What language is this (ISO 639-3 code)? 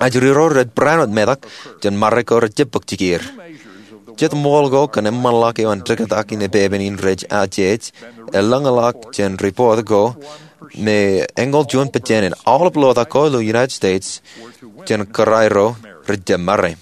mah